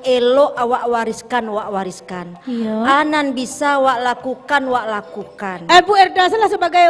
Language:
Minangkabau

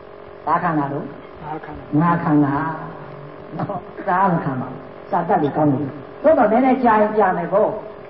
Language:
Burmese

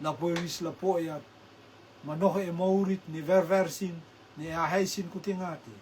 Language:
Rotuman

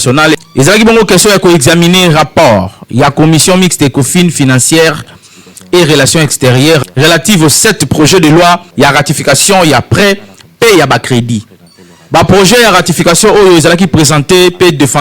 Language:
Lingala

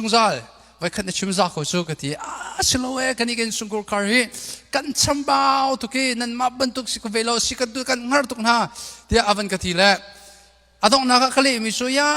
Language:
Hakha Chin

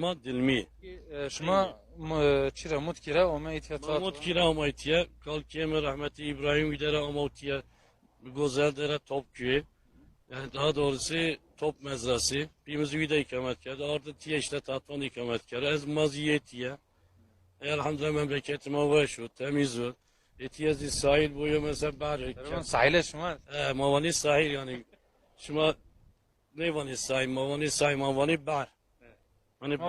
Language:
Zaza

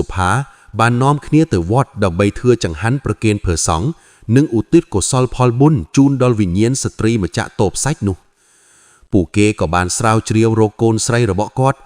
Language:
Khmer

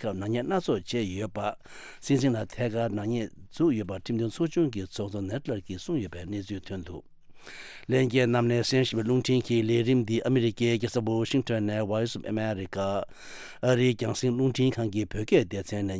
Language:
Tibetan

